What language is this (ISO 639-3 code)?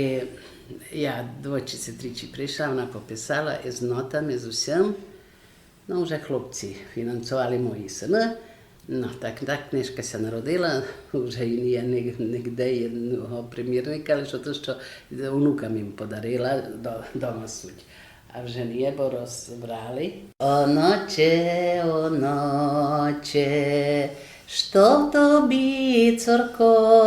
rue